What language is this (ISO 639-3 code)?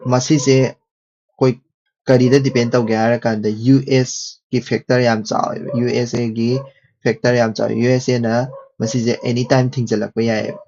mni